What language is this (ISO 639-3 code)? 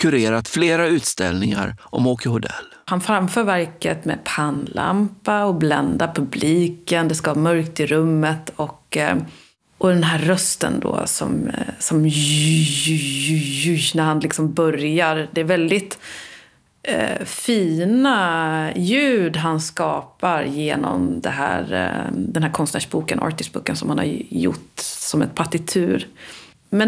swe